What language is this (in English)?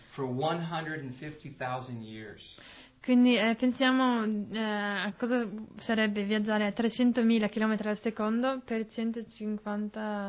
Italian